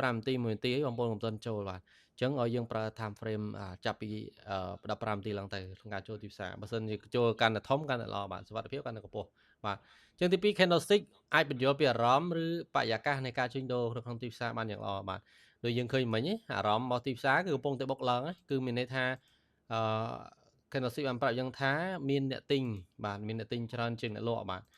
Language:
Khmer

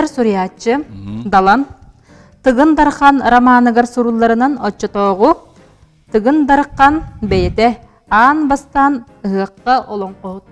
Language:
Yakut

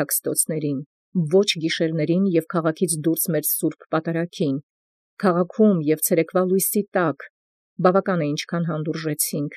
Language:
Armenian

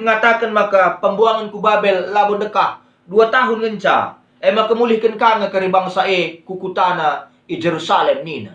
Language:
Batak Karo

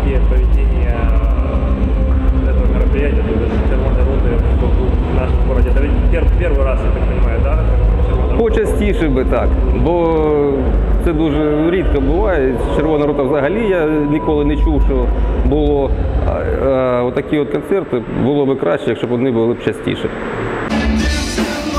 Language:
Ukrainian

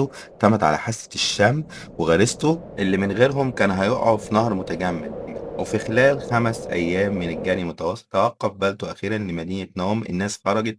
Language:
Egyptian Arabic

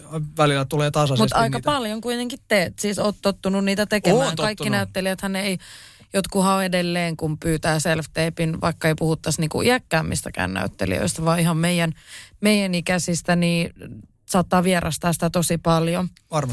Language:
Finnish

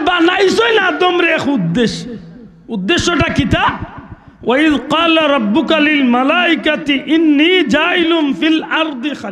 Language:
Sylheti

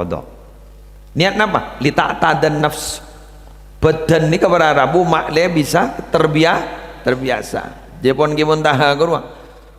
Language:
Madurese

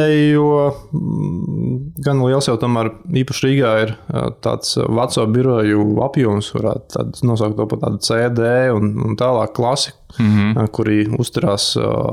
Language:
Latvian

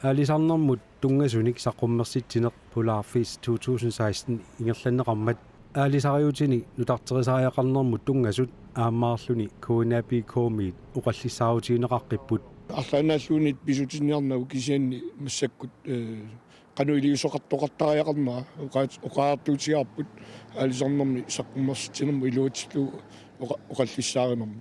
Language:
Kalaallisut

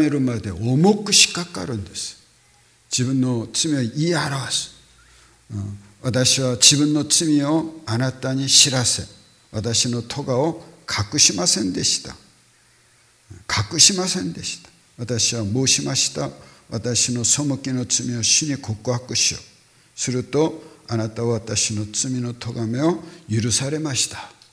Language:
Japanese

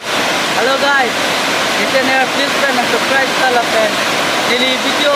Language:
Karbi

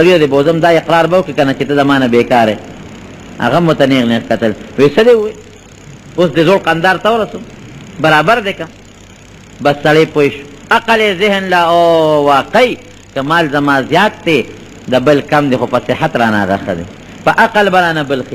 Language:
Pashto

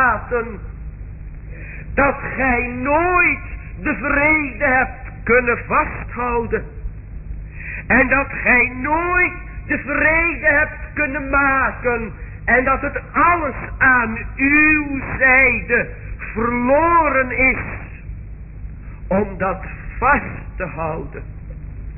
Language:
Dutch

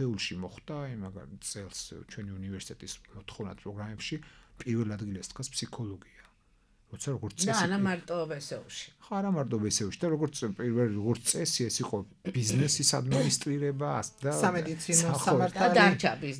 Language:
Georgian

